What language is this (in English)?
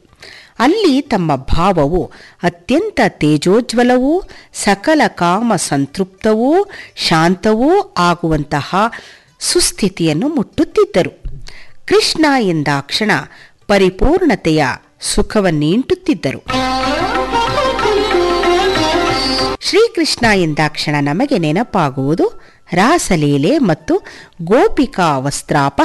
Kannada